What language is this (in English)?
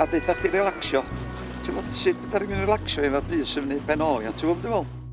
Welsh